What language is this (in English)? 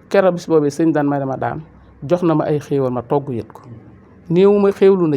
Wolof